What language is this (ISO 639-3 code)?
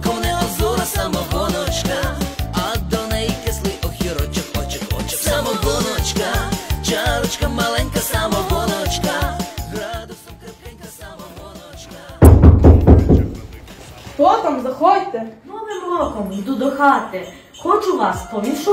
ukr